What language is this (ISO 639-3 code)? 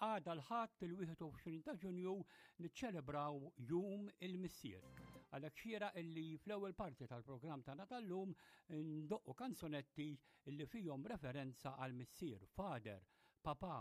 mlt